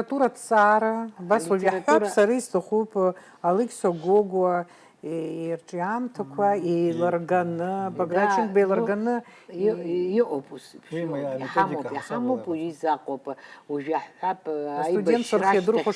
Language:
Abkhazian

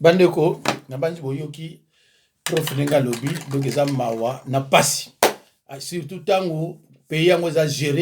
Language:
Lingala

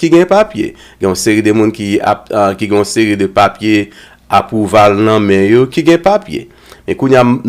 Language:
Haitian Creole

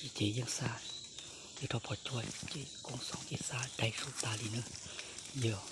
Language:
Hmong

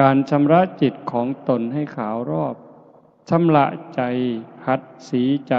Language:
Northeastern Thai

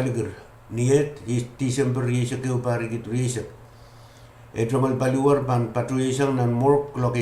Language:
Pohnpeian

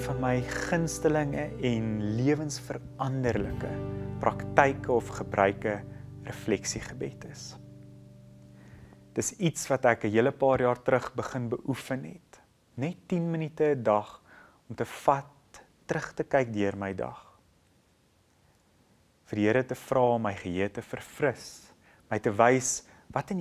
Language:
Afrikaans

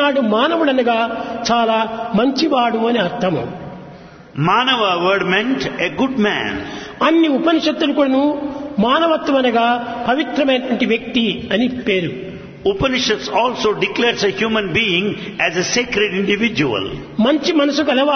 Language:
Telugu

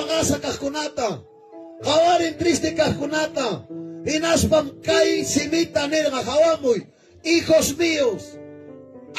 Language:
Ayacucho Quechua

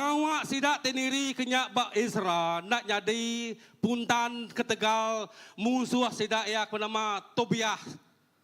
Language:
Iban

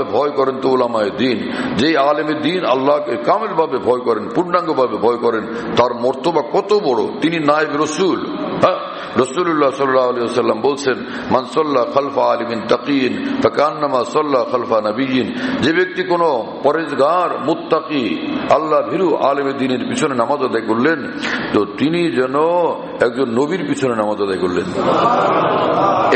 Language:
Bangla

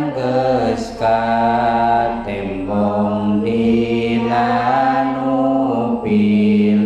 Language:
Sundanese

